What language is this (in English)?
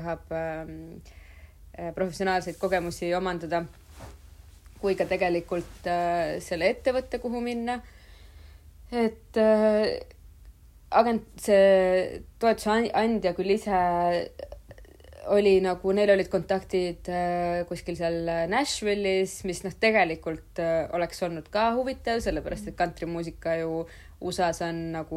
Estonian